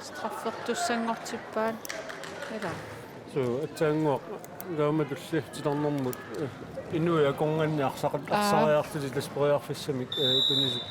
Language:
Kalaallisut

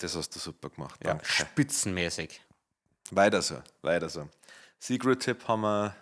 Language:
Bavarian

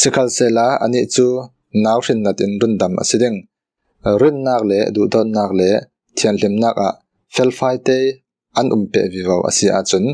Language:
Falam Chin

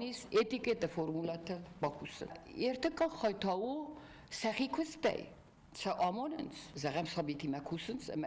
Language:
Ossetic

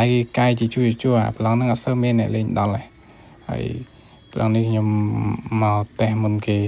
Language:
Khmer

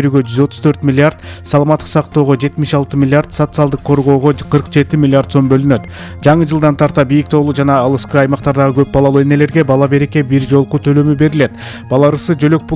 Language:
Kyrgyz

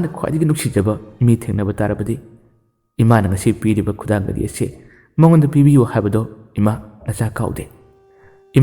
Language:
Manipuri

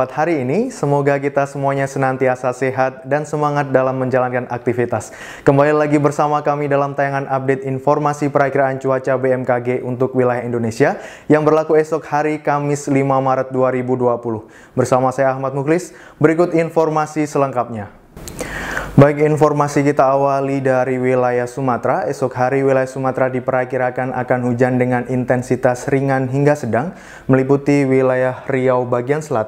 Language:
Indonesian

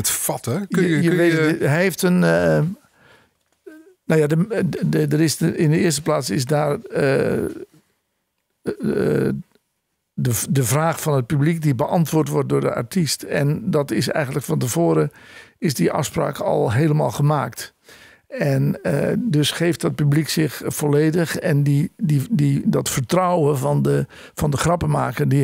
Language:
Dutch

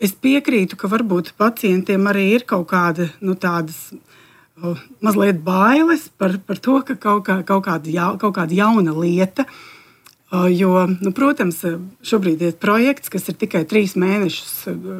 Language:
Latvian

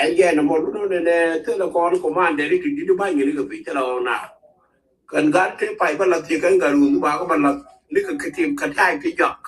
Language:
Nuer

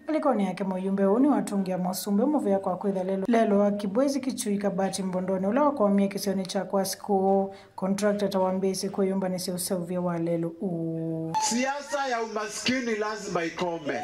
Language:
Kamba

